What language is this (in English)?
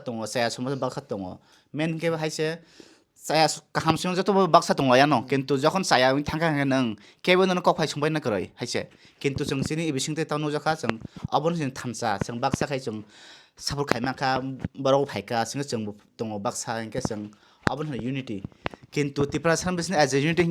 Kok Borok